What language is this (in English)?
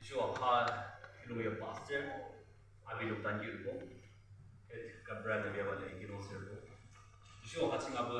Yimchungru Naga